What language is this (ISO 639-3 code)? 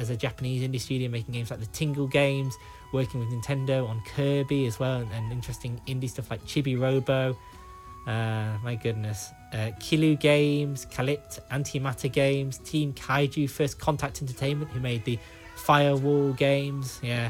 eng